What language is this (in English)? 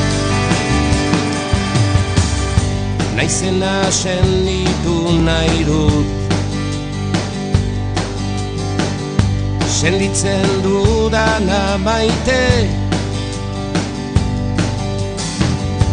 Basque